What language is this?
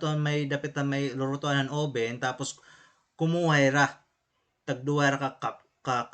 Waray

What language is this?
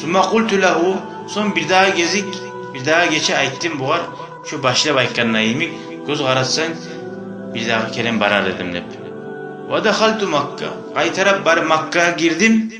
Kumyk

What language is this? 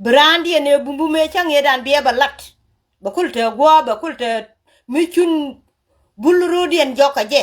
Nuer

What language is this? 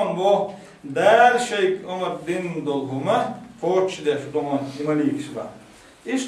Chechen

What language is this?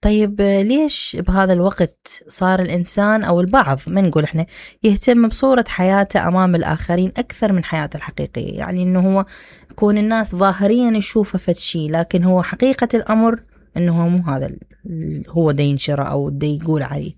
Mesopotamian Arabic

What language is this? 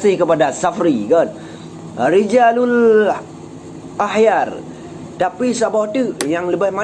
Achinese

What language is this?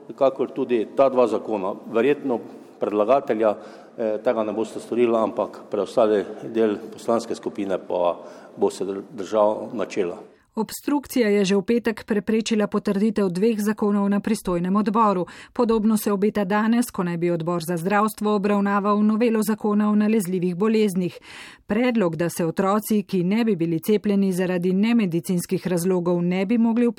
Slovenian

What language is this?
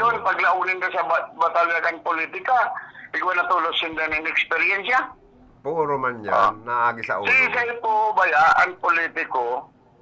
Bikol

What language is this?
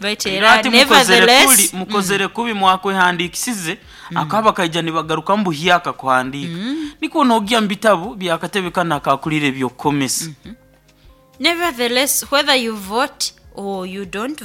Nyoro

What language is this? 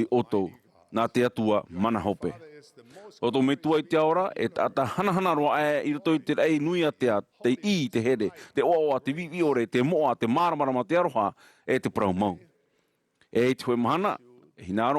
Tahitian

